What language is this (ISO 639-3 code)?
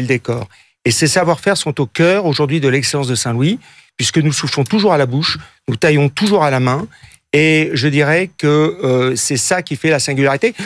fra